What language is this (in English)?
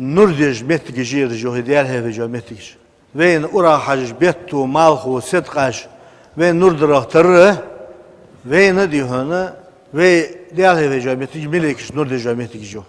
Ingush